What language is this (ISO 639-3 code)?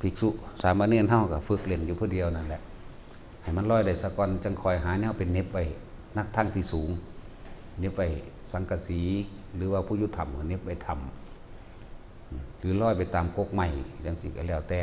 tts